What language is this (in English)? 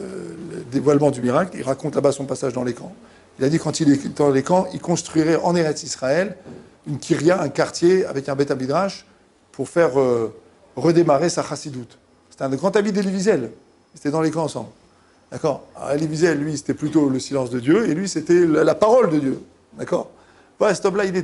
French